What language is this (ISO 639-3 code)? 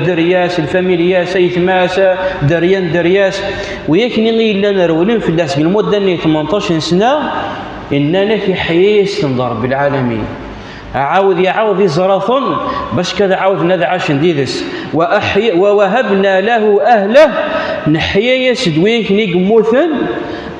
kab